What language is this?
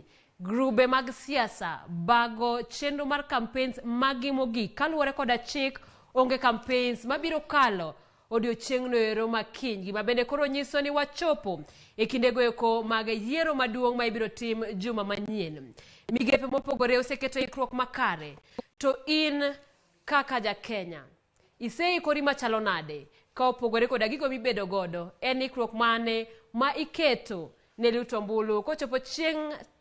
Luo (Kenya and Tanzania)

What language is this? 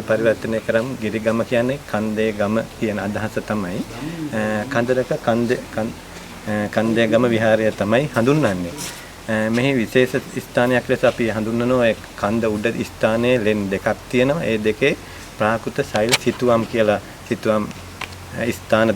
Sinhala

